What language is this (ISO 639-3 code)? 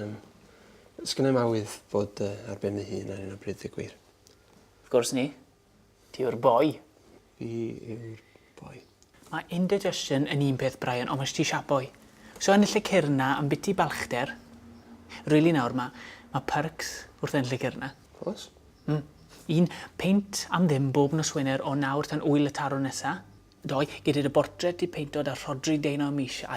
cym